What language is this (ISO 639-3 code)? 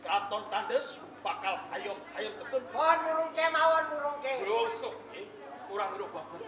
jav